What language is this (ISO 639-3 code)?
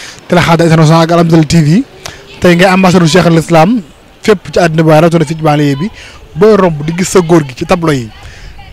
wol